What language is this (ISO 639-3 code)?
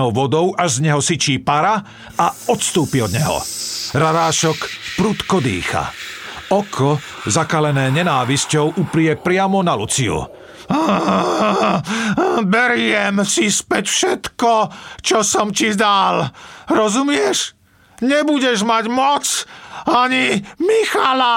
slk